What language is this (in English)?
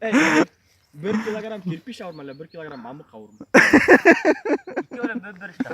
Bashkir